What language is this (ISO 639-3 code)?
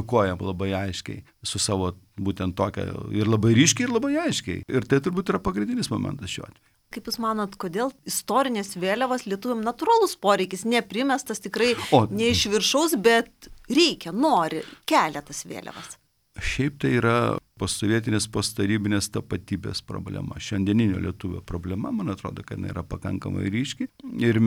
lit